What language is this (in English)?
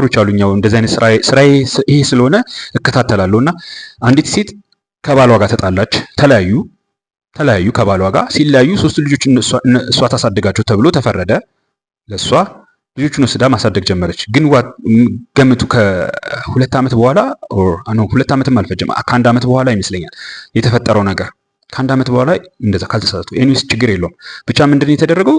Amharic